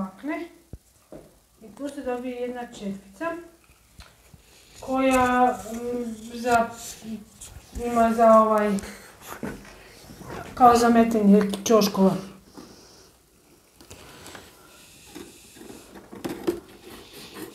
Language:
Croatian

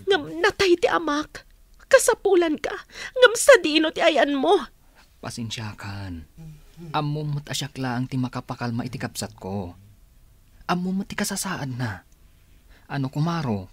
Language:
Iloko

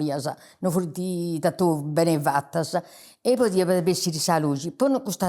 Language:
Sardinian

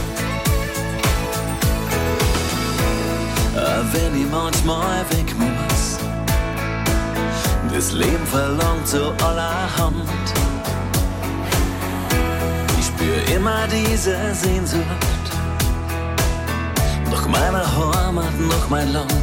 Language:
German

